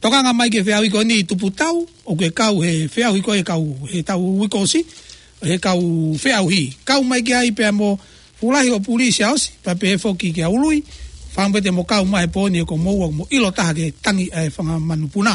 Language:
Tongan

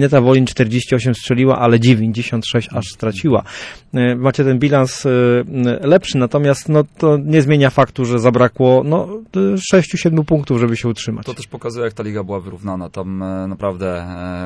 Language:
Polish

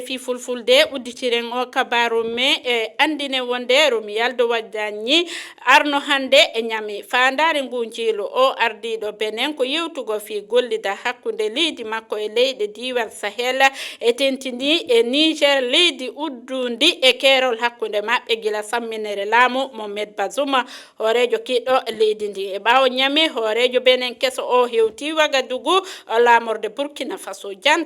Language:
Fula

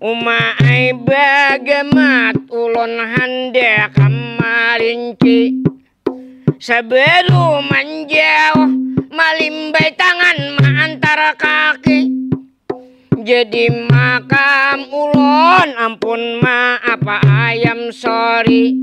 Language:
Banjar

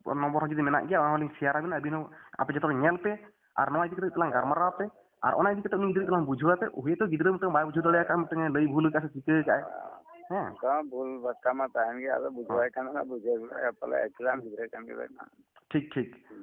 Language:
Santali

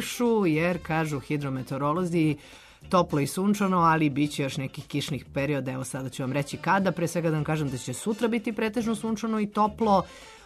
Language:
Serbian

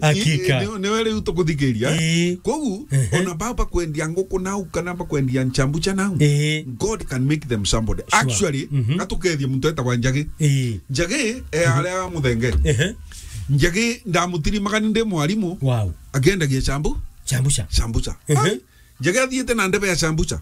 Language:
Meru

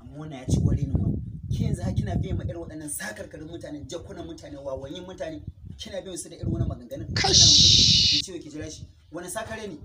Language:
Hausa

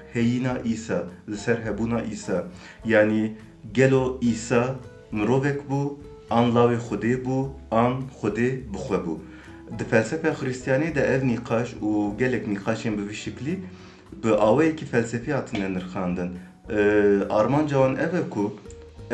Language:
Kurdish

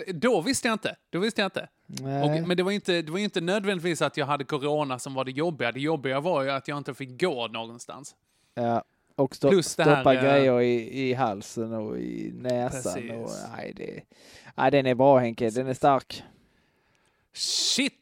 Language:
Swedish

